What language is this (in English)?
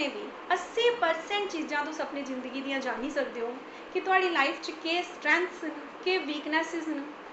Dogri